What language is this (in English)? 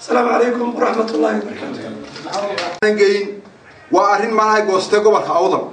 Somali